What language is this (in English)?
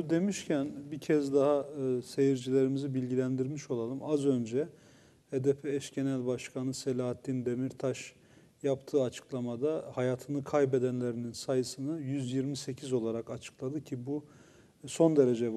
Turkish